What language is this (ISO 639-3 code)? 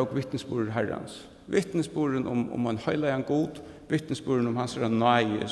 fao